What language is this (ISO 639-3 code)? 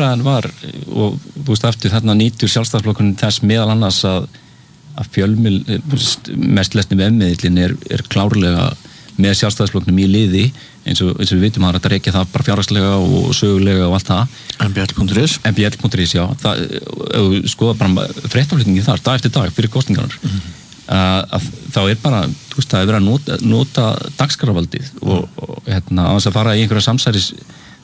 isl